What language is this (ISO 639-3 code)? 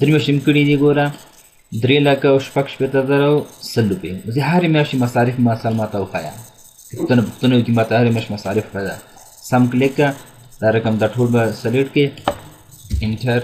pus